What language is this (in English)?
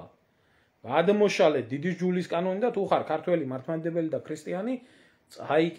Georgian